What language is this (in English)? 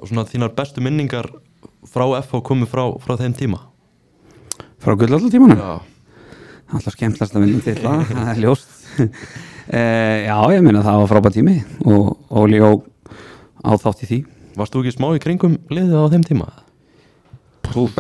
Icelandic